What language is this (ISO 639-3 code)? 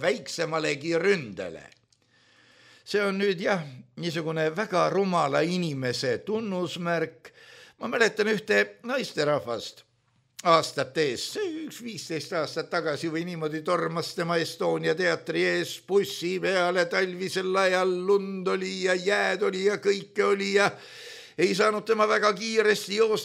est